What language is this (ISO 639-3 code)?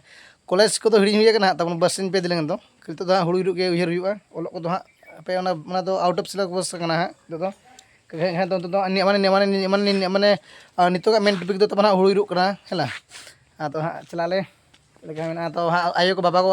sat